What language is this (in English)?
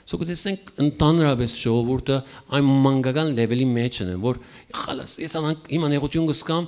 Western Armenian